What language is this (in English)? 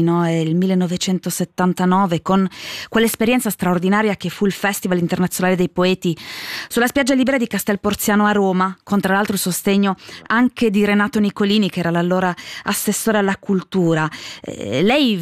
Italian